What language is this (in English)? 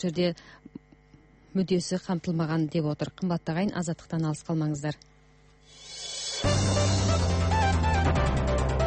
Kazakh